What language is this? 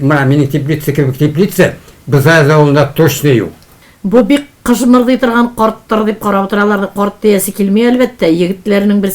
Tatar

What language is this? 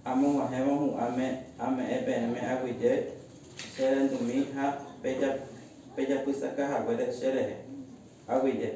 Guarani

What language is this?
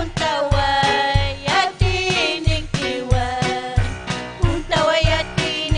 Ayacucho Quechua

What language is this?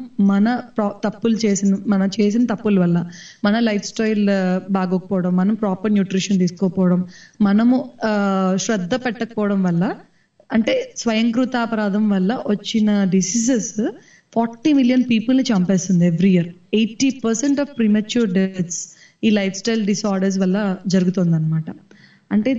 Telugu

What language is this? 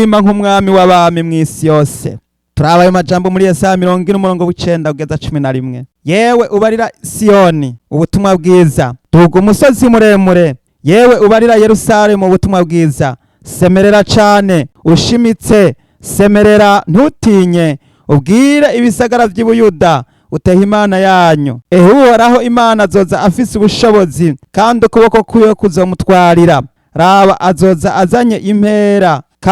Rundi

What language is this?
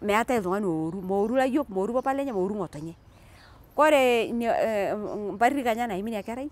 Masai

